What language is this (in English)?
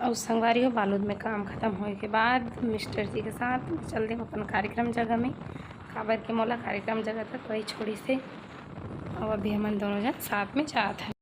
Chhattisgarhi